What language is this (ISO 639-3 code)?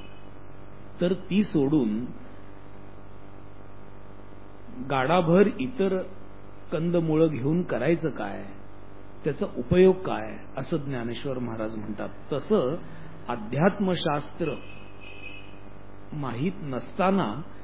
mar